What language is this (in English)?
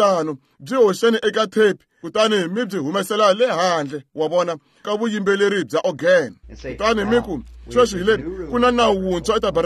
Tsonga